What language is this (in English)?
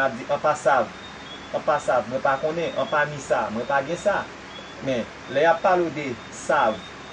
Haitian Creole